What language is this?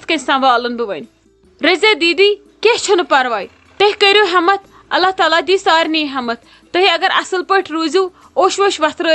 Kashmiri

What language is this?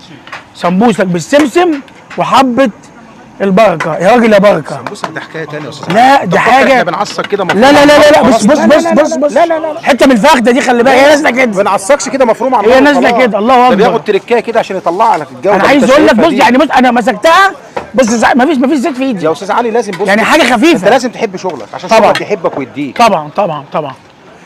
Egyptian Arabic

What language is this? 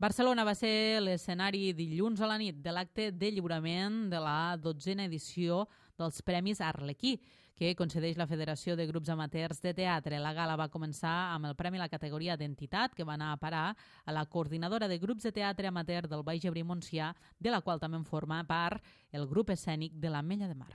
Catalan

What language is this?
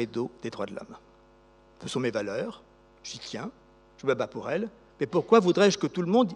French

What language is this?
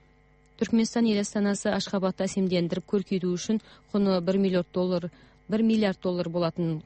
Kazakh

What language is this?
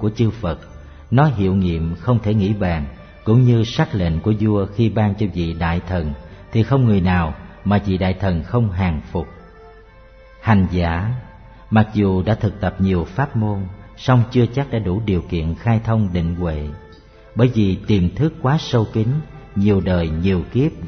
Vietnamese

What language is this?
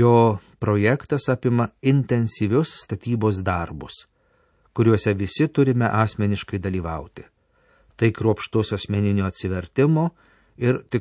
Lithuanian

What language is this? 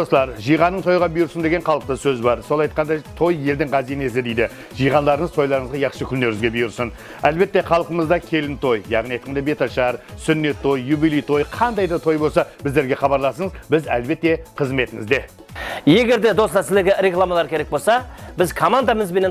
Kara-Kalpak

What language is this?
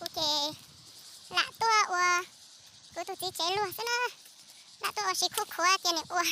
Hmong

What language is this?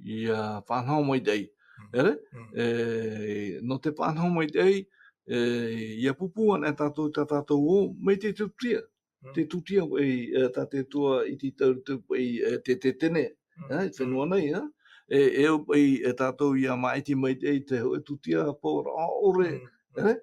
Tahitian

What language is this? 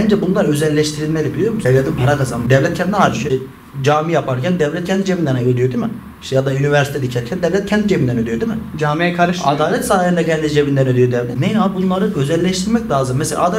Turkish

